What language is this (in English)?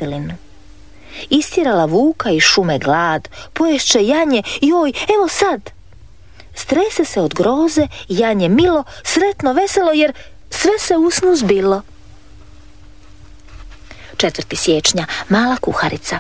Croatian